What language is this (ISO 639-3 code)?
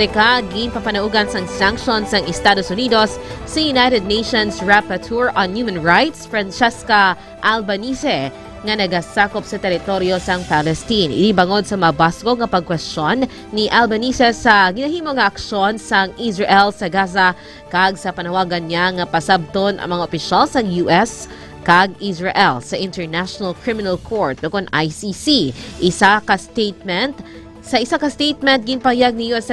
hil